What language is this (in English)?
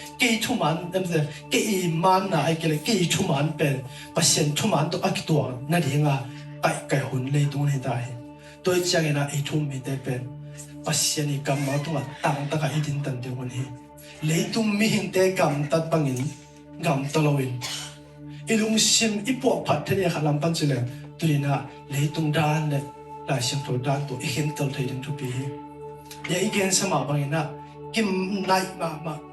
Tedim Chin